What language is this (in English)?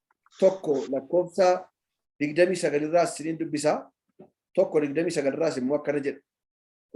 Oromo